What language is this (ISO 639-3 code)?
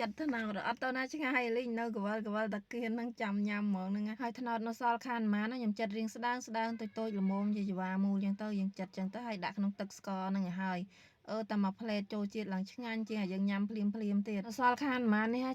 khm